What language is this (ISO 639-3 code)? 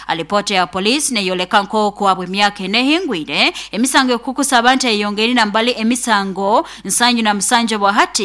nyo